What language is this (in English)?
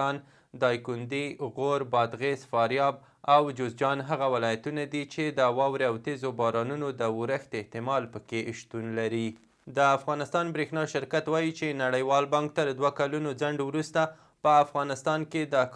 Pashto